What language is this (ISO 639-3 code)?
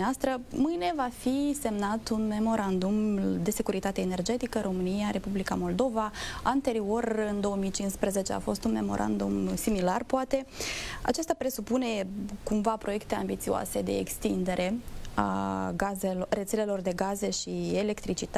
ron